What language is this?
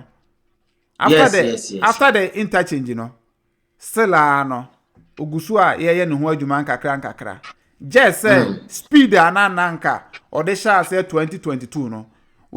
Akan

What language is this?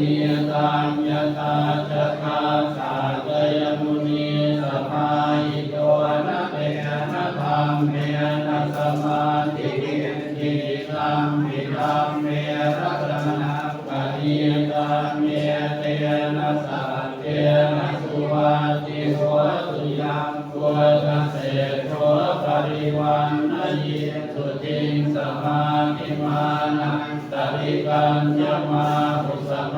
Pali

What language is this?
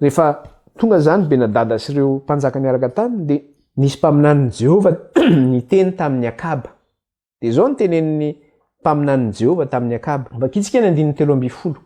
Malagasy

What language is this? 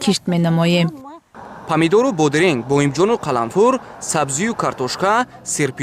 Tajik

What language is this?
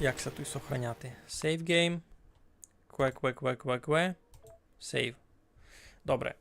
Rusyn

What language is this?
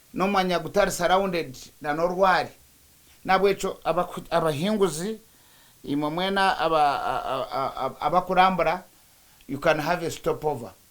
Nyankole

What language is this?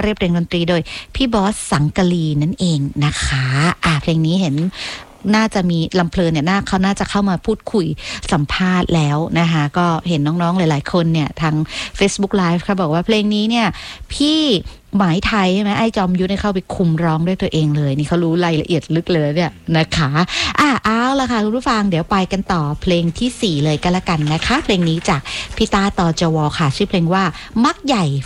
Thai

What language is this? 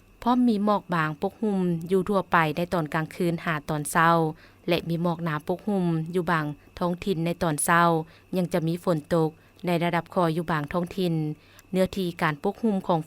Lao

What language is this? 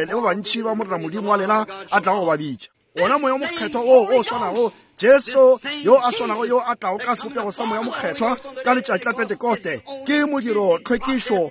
Northern Sotho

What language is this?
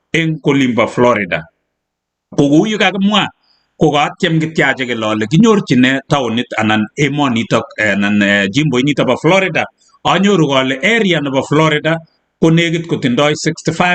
Kalenjin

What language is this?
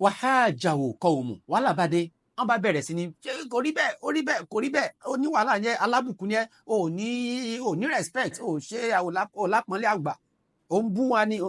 Yoruba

